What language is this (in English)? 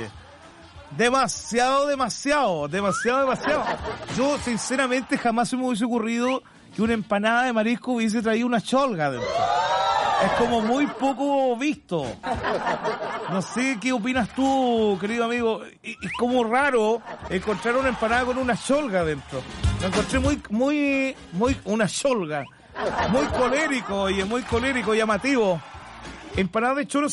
Spanish